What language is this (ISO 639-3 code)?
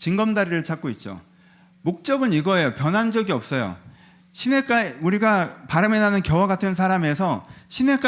kor